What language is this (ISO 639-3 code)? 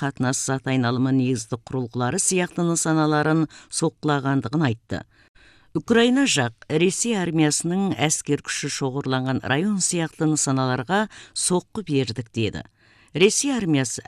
kaz